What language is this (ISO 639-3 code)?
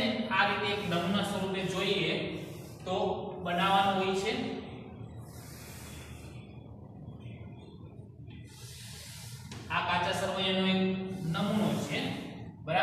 guj